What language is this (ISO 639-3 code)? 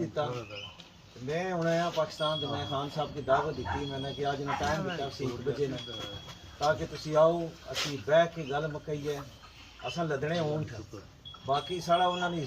phr